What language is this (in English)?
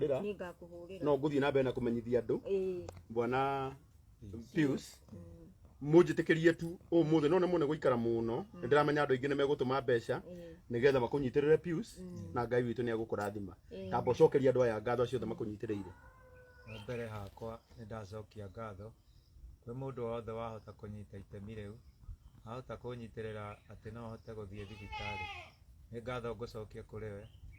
Kikuyu